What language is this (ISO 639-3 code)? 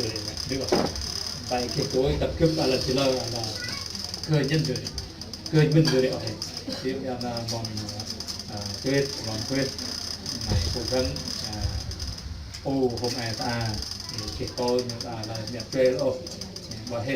cmo